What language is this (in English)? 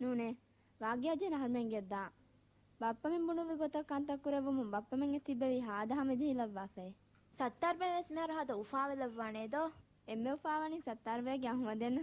Divehi